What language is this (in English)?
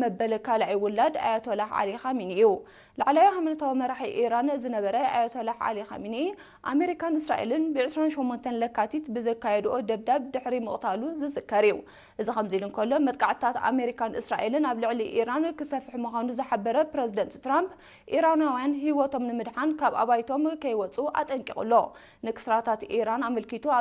Tigrinya